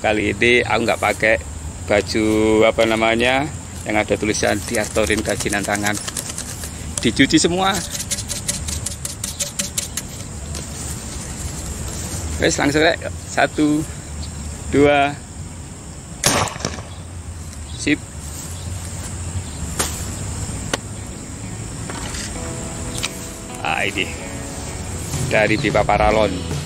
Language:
Indonesian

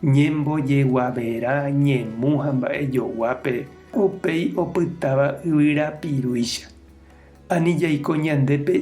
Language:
Guarani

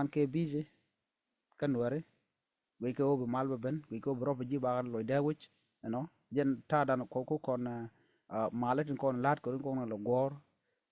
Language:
Nuer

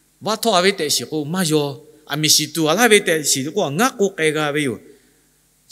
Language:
Lahu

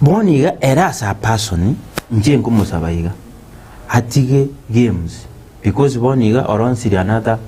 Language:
Gusii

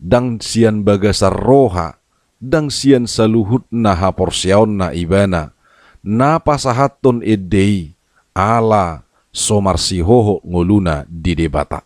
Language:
Batak Toba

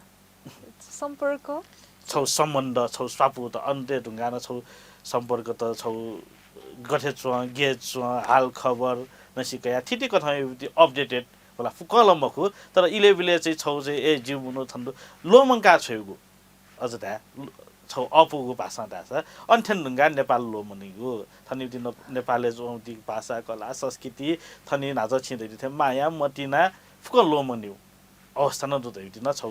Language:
Newari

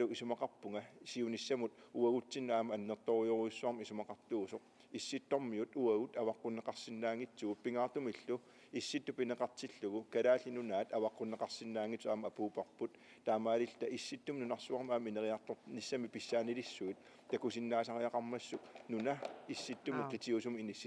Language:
Kalaallisut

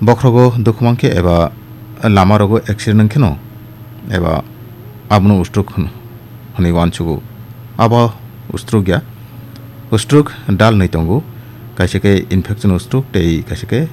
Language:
Kok Borok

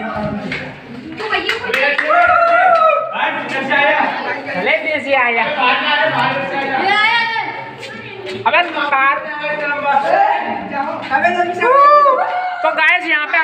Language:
Hindi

